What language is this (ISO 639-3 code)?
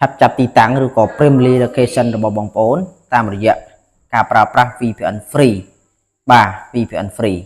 khm